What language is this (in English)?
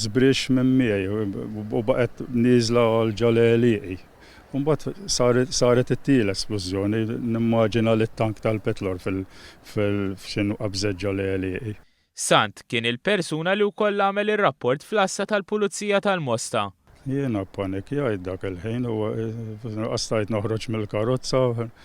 Maltese